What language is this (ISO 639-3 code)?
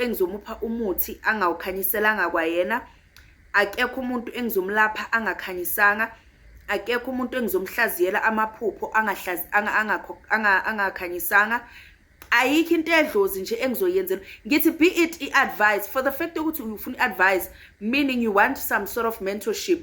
zul